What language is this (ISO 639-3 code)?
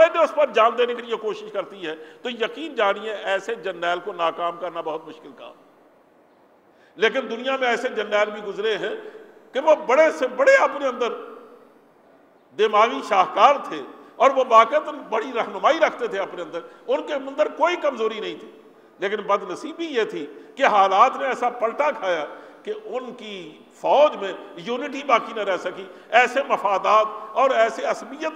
urd